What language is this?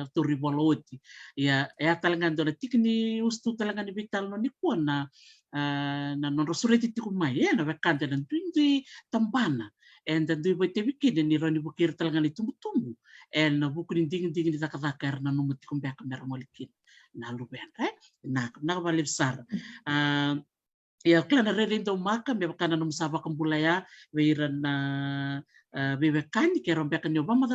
Fijian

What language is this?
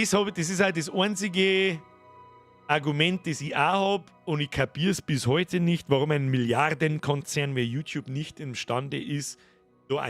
Bavarian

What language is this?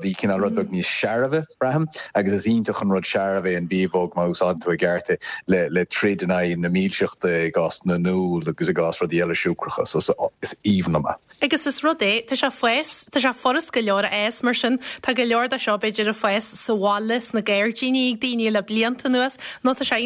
Irish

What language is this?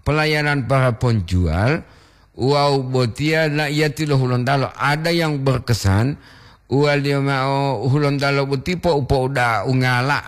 Gorontalo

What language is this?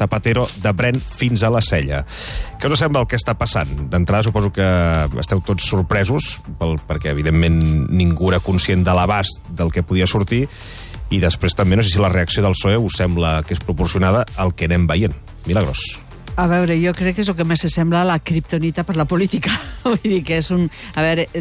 Catalan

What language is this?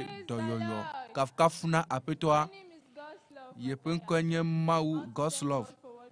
Ewe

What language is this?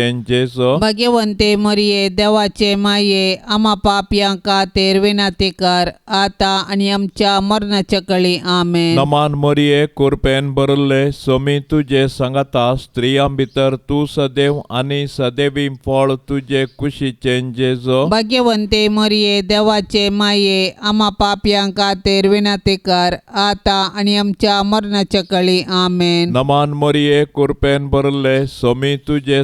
Konkani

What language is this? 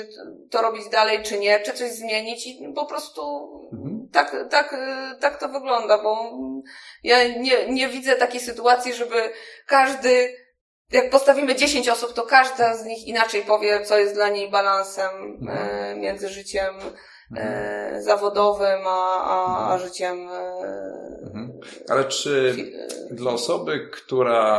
Polish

